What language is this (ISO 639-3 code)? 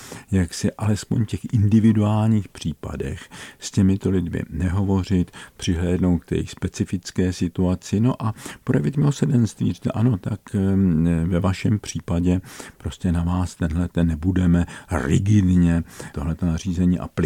ces